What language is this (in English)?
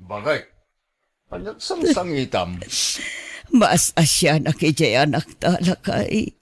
Iloko